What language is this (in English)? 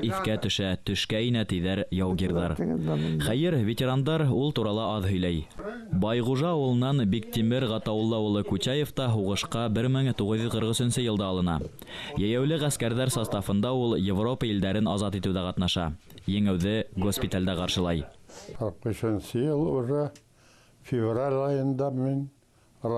Bashkir